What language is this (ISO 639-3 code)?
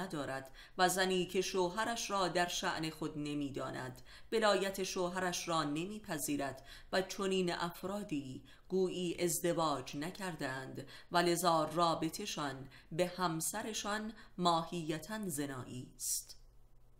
fas